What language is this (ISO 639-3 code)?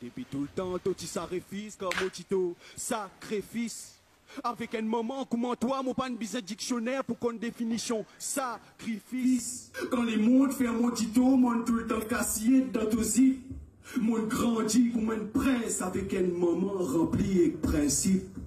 mfe